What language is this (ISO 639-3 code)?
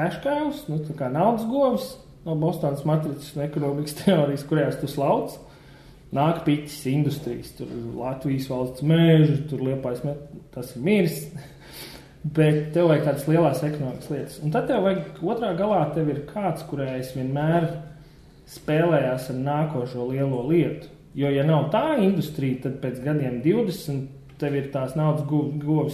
lav